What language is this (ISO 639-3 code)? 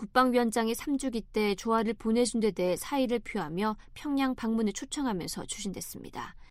kor